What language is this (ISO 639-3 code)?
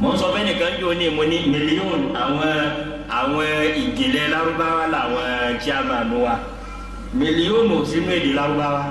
yor